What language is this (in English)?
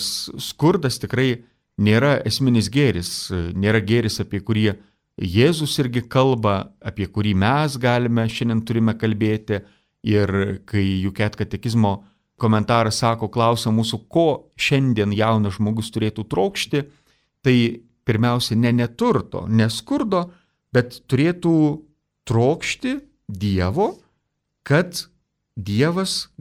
Lithuanian